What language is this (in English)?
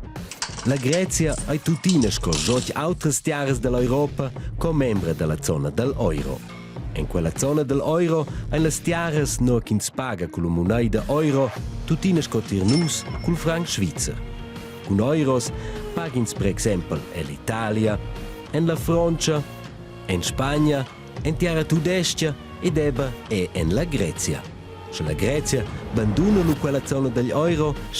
Romansh